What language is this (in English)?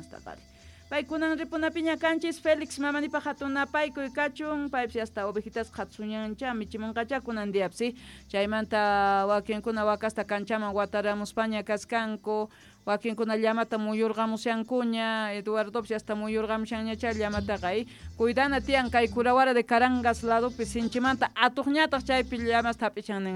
Quechua